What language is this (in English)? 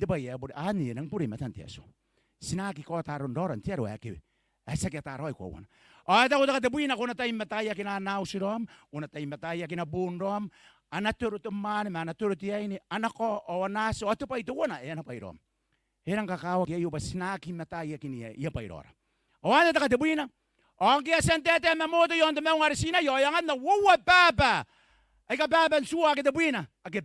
Gilbertese